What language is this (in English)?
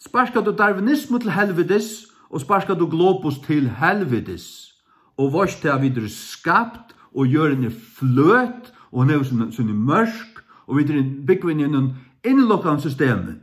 Faroese